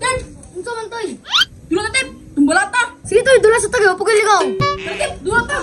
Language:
Cebuano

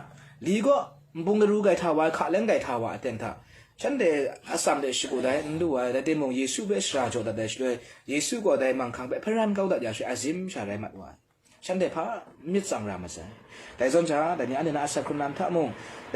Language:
Kachin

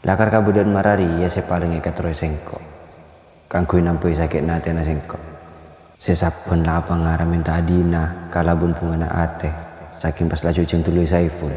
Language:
Madurese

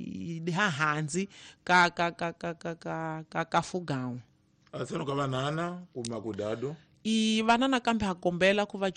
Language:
Tsonga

